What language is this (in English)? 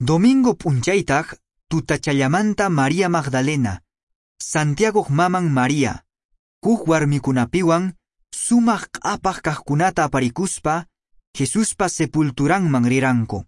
Quechua